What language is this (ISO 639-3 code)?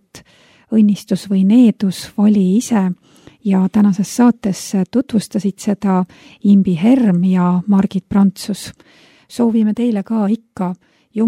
est